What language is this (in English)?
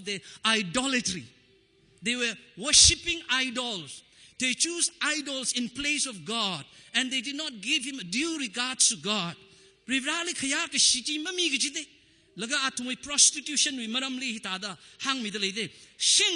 Tangkhul Naga (India)